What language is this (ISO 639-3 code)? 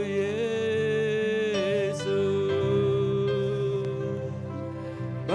iba